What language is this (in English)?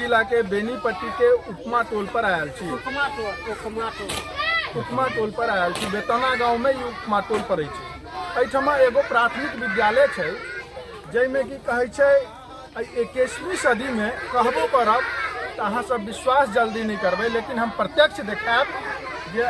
Maithili